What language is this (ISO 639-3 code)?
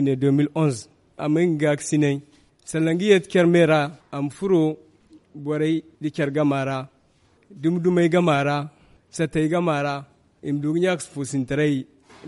dje